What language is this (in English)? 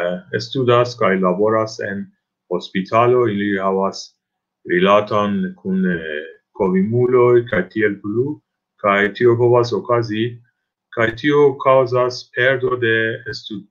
Esperanto